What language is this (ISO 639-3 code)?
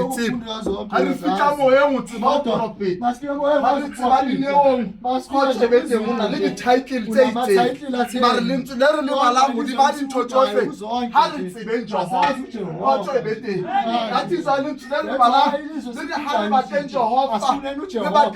sot